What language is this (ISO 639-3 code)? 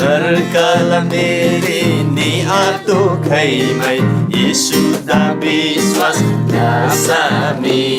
taj